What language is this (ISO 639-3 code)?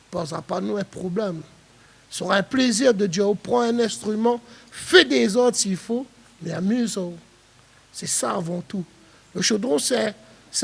rcf